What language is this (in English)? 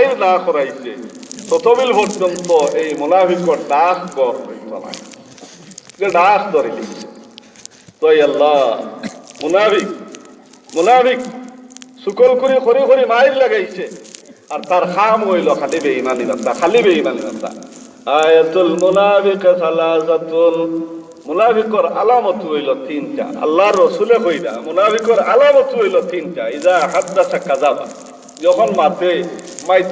Sylheti